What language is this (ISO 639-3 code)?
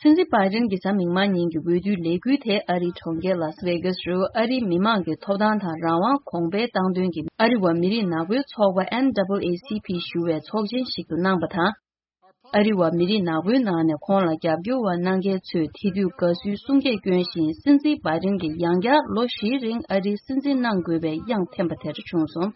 bod